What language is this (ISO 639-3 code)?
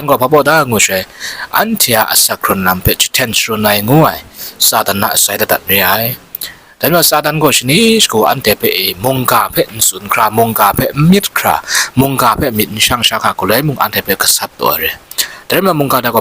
kac